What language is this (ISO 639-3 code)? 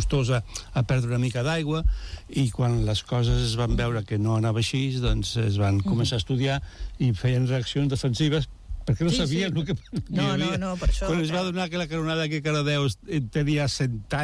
cat